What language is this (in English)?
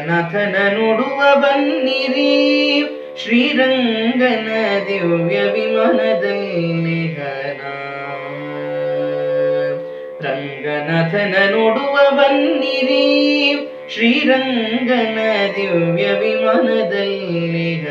Kannada